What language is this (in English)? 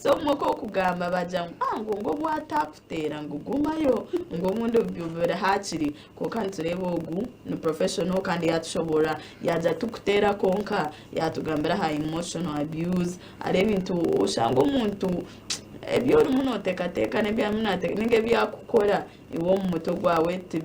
Nyankole